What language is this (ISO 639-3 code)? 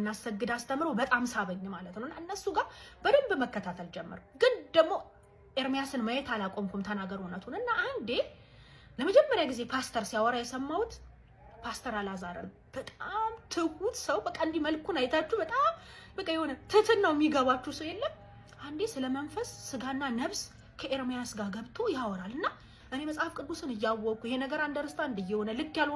amh